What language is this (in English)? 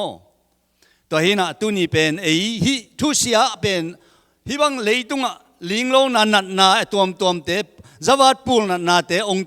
Tedim Chin